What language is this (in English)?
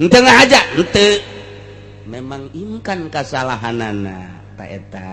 Sundanese